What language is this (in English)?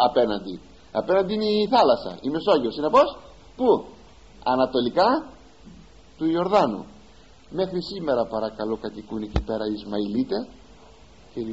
Greek